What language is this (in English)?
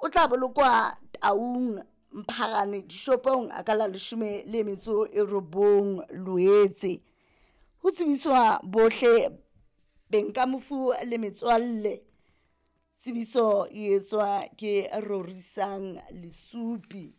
Southern Sotho